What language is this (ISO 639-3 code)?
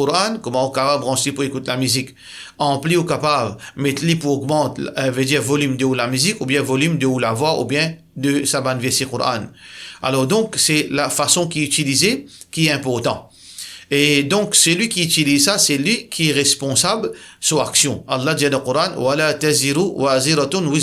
mfe